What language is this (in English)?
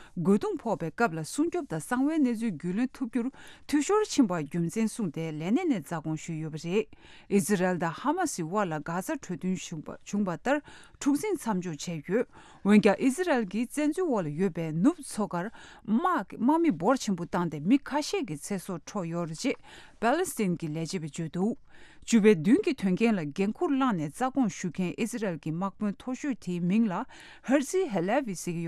Tibetan